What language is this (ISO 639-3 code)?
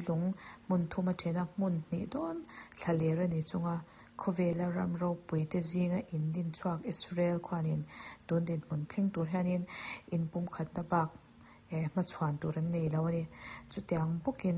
lus